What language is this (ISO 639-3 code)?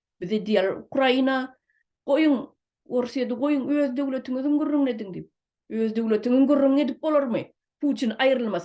tuk